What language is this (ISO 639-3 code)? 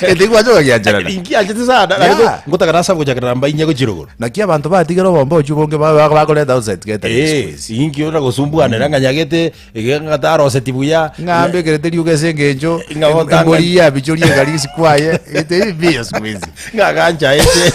guz